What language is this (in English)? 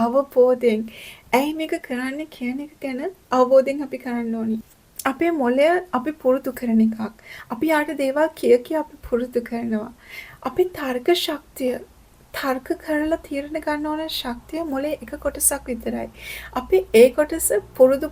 Sinhala